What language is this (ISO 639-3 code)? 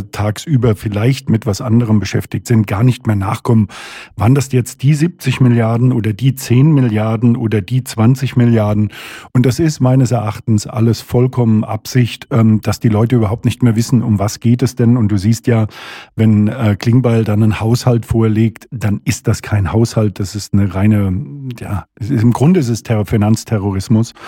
deu